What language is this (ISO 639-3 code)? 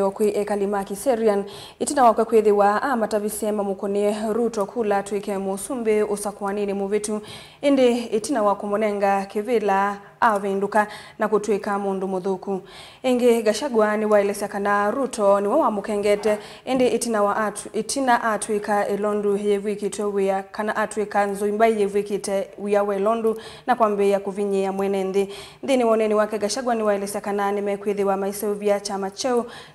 kam